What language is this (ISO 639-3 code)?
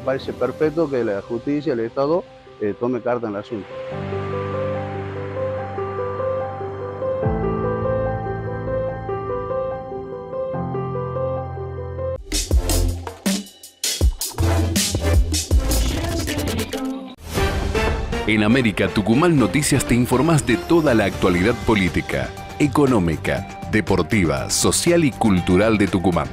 spa